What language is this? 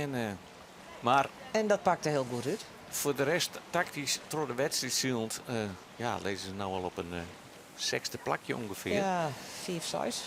Western Frisian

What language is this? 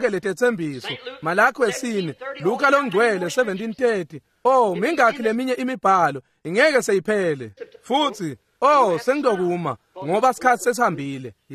Swati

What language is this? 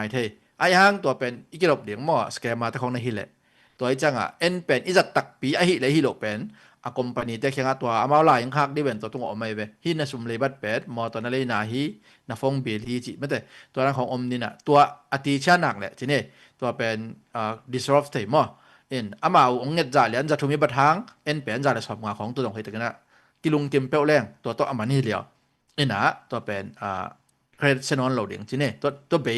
Tedim Chin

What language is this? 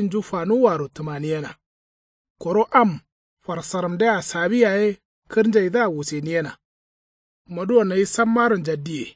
Kanuri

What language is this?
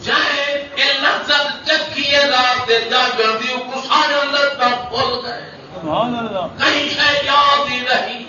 Saraiki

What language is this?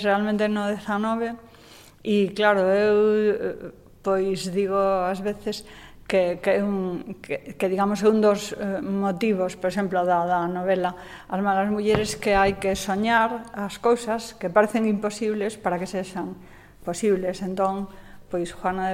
Galician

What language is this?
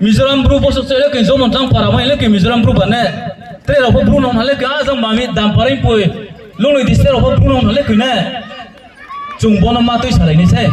Riang (India)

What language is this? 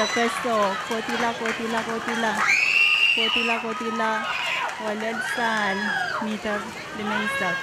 Pohnpeian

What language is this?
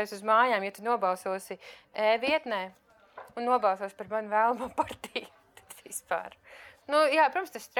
Latvian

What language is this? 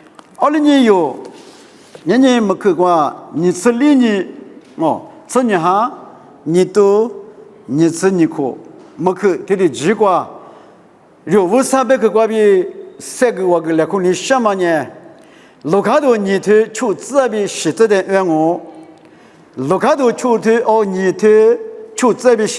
Lisu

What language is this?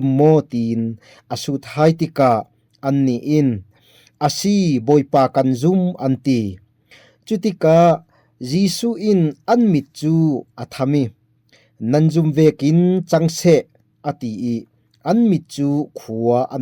Falam Chin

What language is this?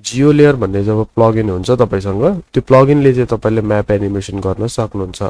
Nepali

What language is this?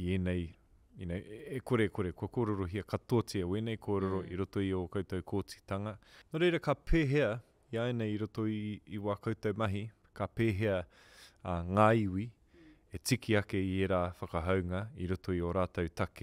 Māori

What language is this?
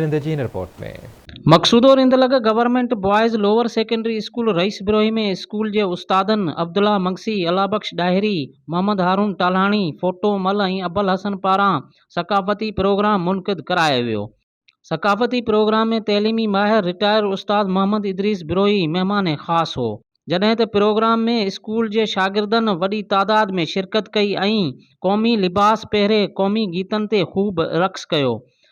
Sindhi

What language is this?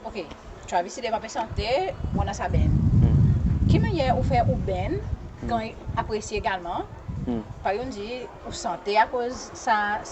Seselwa Creole French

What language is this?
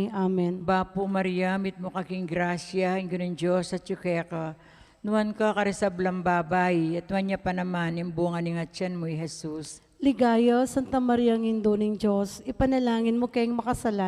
Pampanga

